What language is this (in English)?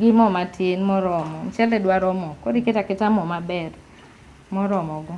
Luo (Kenya and Tanzania)